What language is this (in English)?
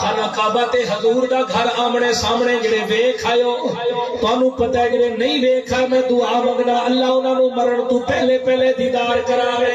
Saraiki